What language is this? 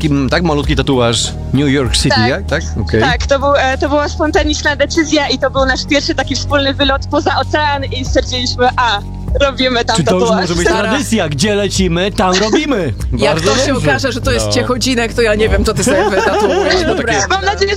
Polish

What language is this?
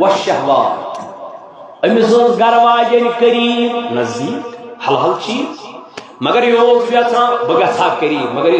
Kashmiri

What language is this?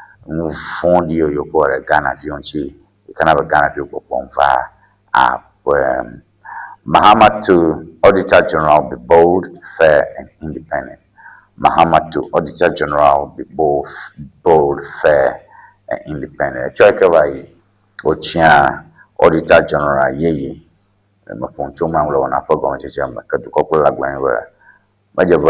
Ewe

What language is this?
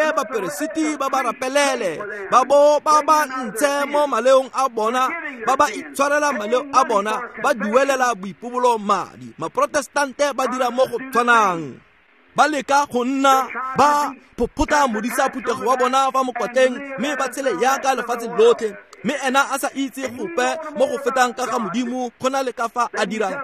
Tswana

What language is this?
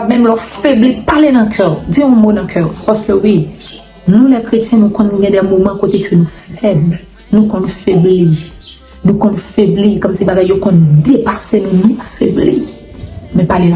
Haitian Creole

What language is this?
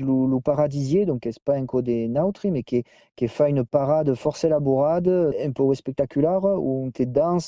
Occitan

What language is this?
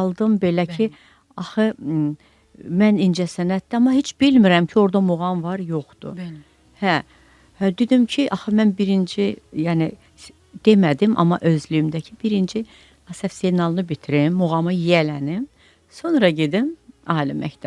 Azerbaijani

